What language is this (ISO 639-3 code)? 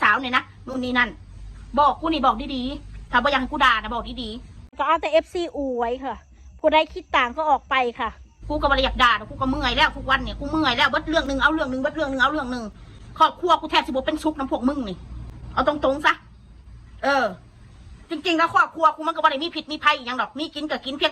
tts